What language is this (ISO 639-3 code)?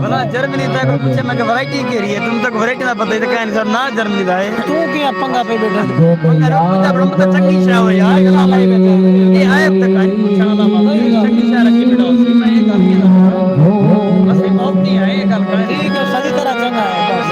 skr